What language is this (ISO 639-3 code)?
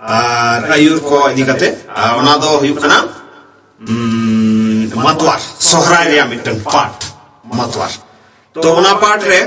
sat